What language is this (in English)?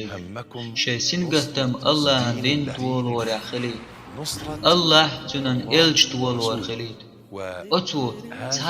Chechen